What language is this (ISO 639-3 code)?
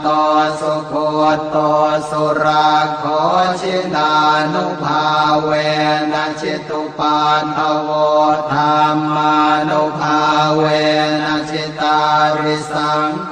pli